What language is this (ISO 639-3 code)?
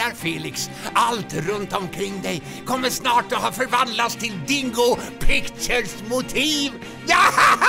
swe